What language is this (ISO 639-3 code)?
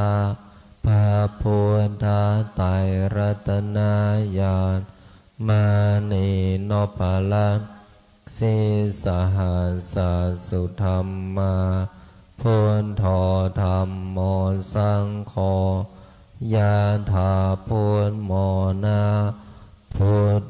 pli